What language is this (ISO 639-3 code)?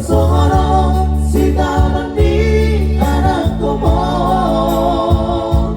bbc